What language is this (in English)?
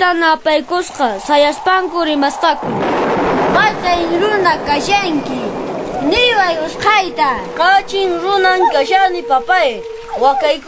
Quechua